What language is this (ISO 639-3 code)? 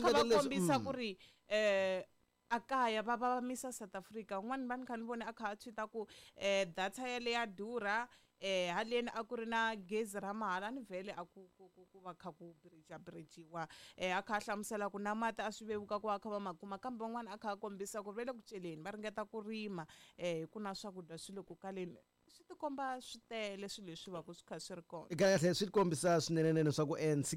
tso